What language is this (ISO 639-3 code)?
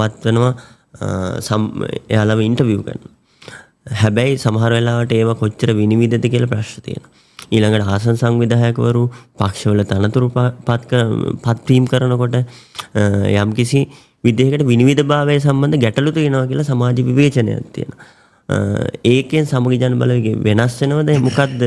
sin